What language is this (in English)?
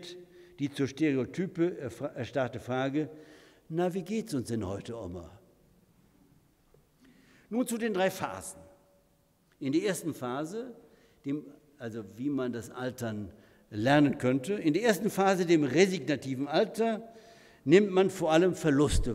German